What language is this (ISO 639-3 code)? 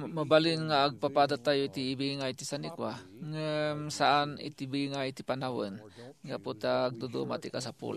ilo